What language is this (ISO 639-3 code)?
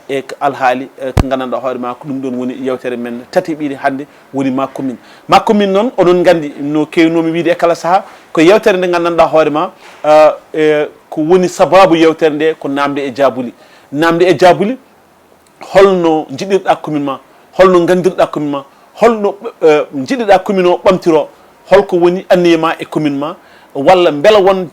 ful